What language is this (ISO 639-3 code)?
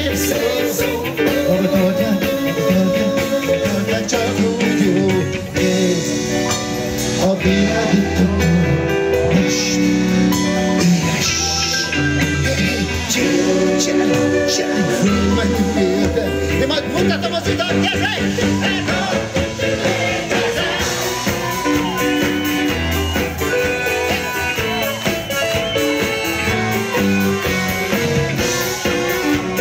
hun